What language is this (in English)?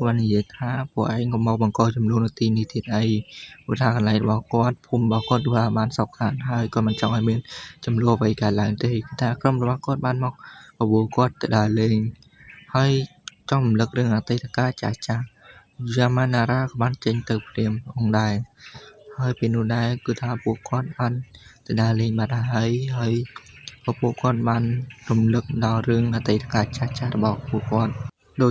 Khmer